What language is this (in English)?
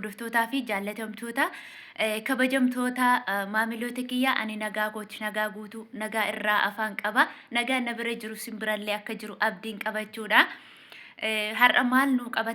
Oromo